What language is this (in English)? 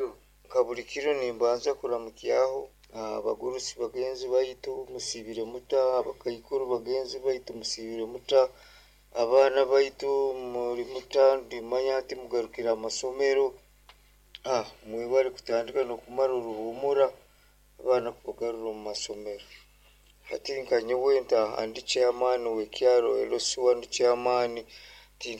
Nyoro